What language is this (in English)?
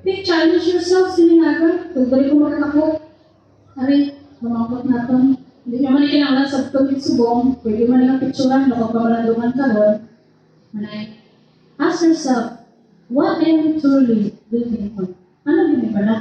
Hiligaynon